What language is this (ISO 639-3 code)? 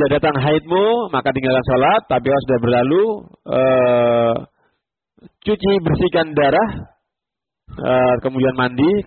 ind